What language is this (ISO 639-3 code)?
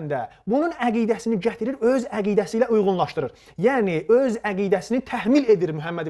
aze